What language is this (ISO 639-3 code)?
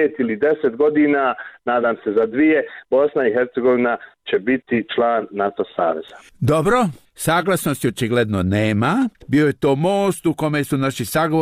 bos